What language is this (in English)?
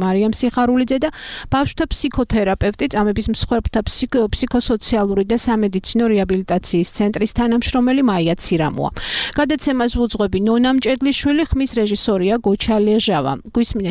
Georgian